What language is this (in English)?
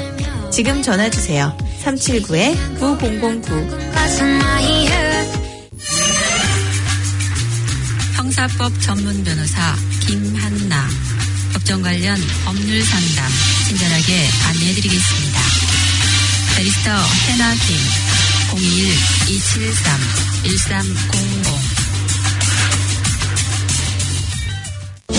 Korean